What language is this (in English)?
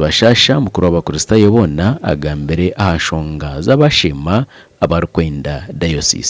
Nyankole